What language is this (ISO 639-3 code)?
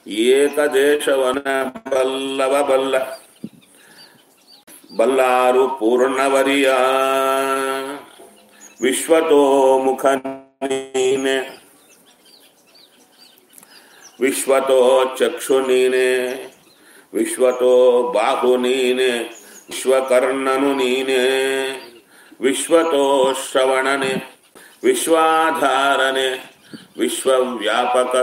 kan